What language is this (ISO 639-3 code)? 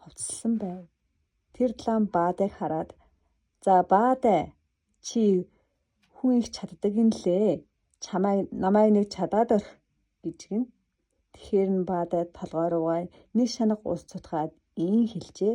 mon